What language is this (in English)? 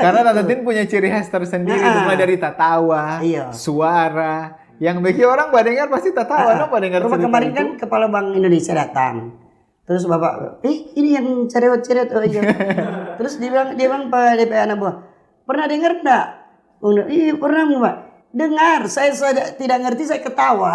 Manado Malay